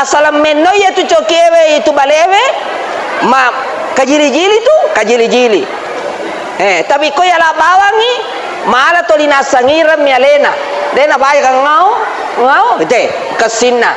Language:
Buginese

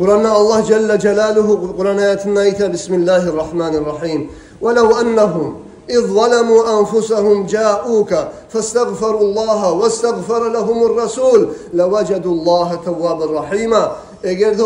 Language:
Kumyk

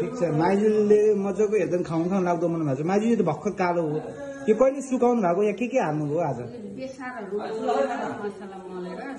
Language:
Nepali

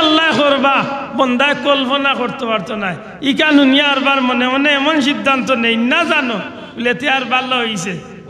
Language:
Sylheti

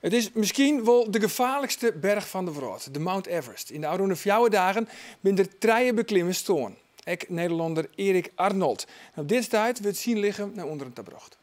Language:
Western Frisian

